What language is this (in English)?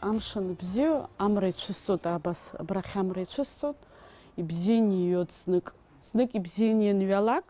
Abkhazian